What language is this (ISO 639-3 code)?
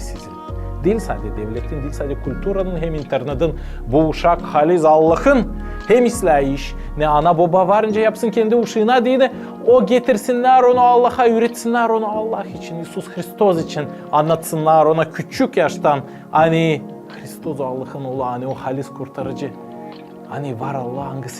gag